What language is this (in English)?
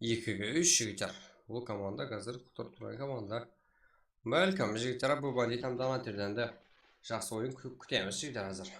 Kara-Kalpak